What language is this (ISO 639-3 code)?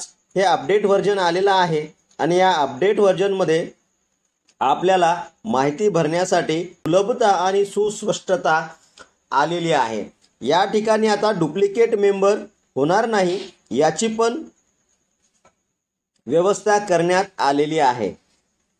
mar